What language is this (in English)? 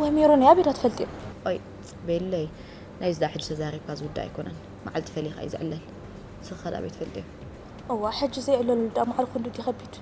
Tigrinya